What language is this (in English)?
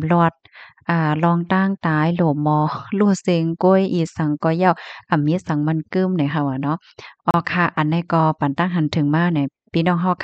Shan